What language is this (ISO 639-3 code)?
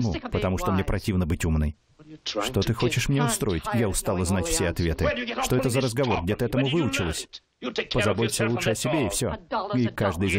rus